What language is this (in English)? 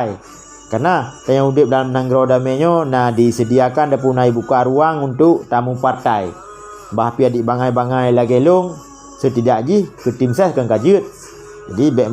Achinese